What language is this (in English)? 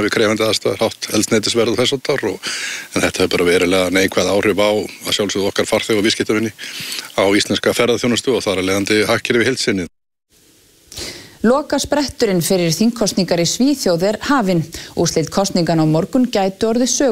Icelandic